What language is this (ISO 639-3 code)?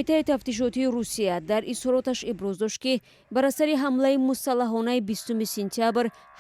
tgk